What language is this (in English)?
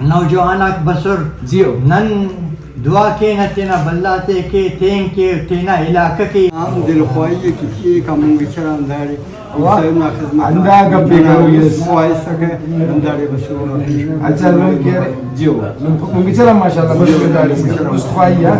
Brahui